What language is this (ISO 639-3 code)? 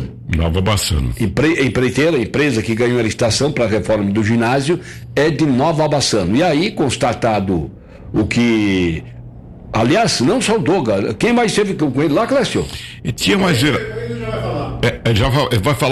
por